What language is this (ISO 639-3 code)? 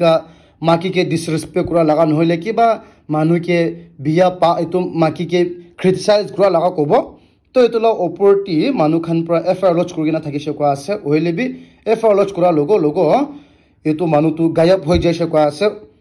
nag